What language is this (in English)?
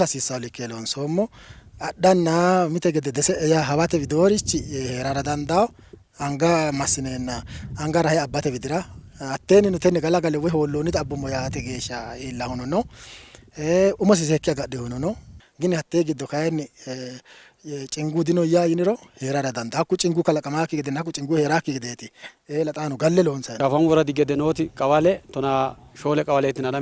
Sidamo